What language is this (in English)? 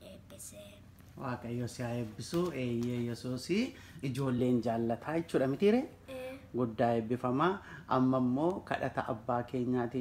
Oromo